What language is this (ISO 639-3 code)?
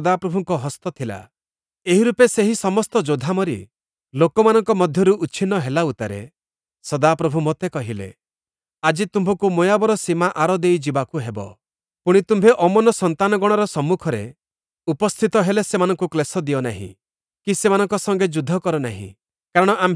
ori